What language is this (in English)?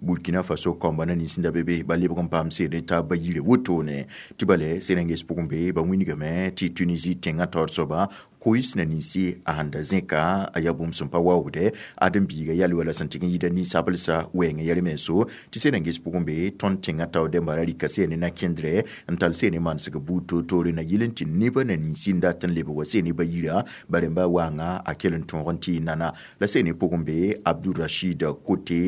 Mossi